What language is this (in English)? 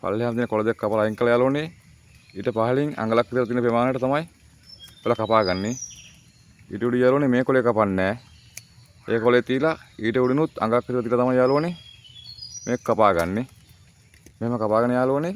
Sinhala